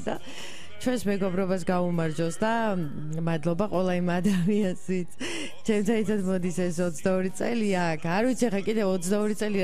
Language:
Georgian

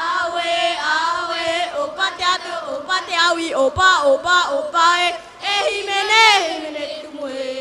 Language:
Tahitian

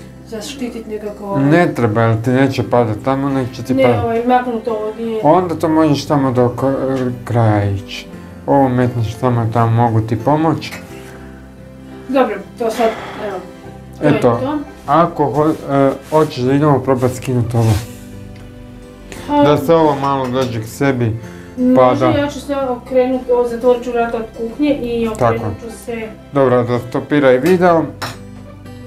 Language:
Croatian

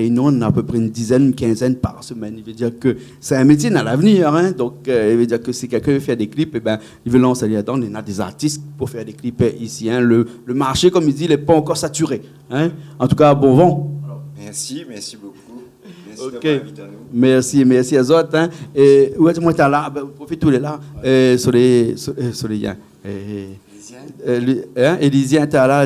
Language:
Réunion Creole French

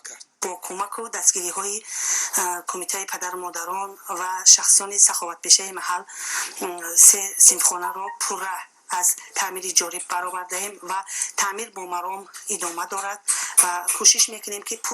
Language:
Tajik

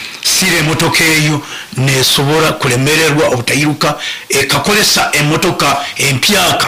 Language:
Nyankole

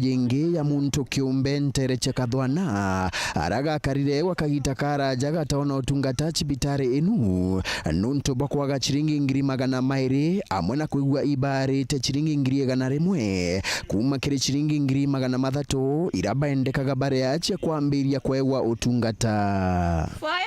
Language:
Meru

